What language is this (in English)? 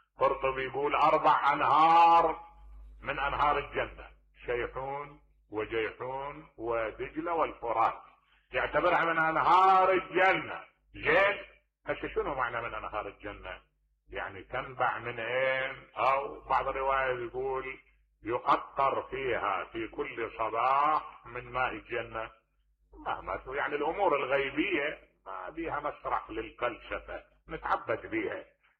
Mesopotamian Arabic